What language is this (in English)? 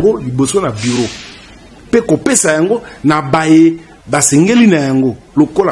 Lingala